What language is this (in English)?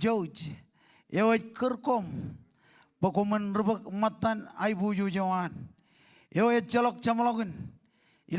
Marshallese